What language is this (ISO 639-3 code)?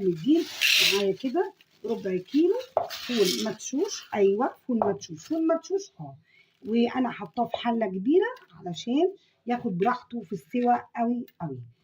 arz